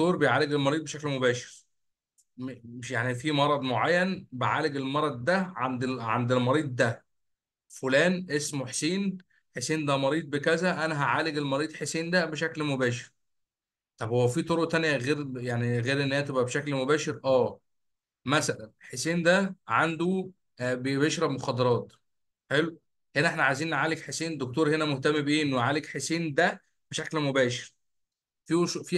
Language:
Egyptian Arabic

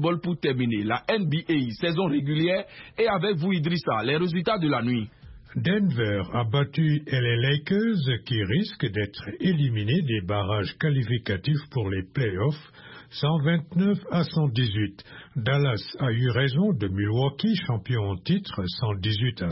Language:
French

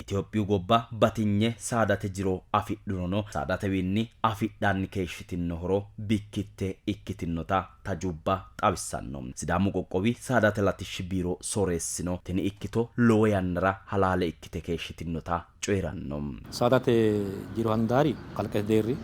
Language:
Sidamo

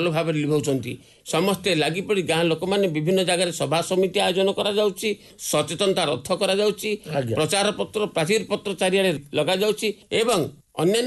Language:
Odia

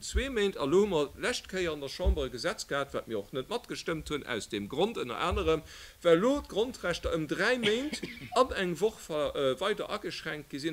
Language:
Luxembourgish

